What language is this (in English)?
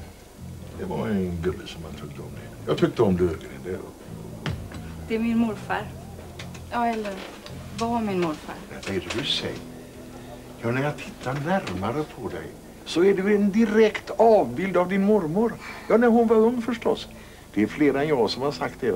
Swedish